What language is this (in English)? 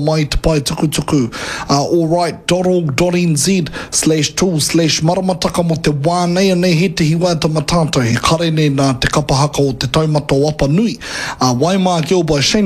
Māori